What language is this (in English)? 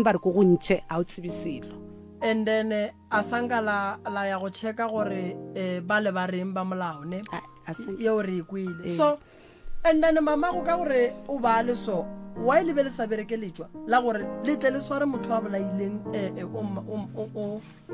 Northern Sotho